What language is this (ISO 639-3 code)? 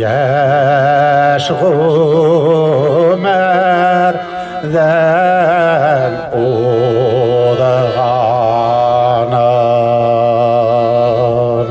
bak